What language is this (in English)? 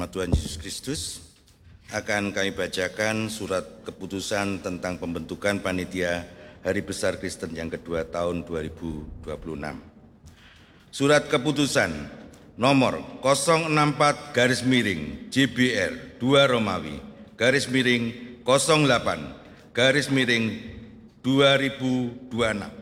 Indonesian